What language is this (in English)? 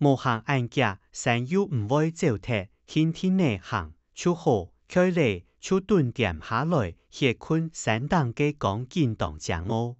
Hakka Chinese